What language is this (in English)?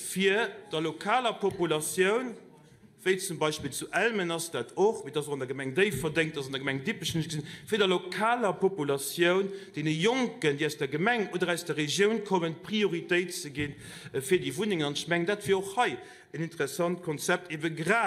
Luxembourgish